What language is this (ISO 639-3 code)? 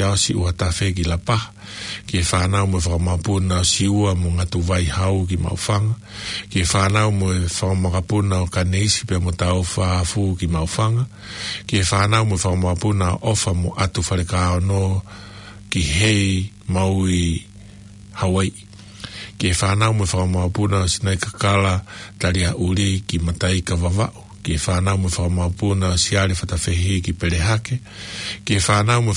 ton